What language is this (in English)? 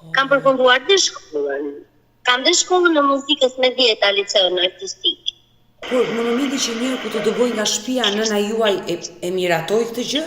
Albanian